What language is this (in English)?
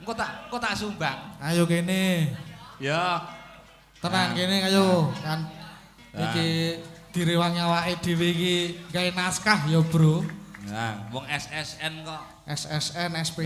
Javanese